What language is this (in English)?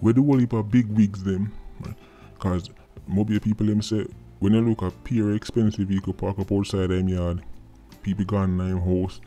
Jamaican Creole English